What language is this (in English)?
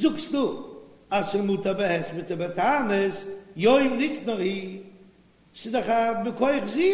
Yiddish